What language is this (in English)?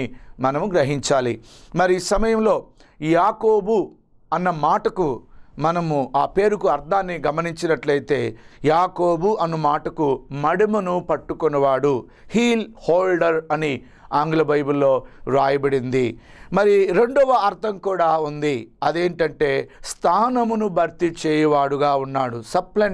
Telugu